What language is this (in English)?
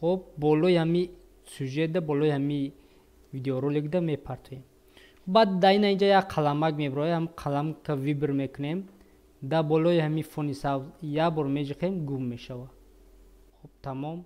Tajik